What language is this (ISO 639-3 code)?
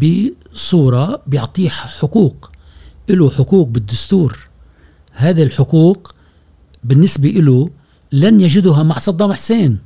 afb